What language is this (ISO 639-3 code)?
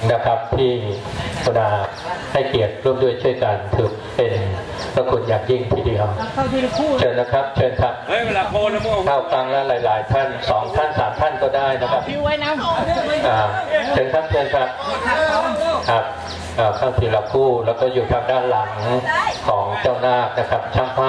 tha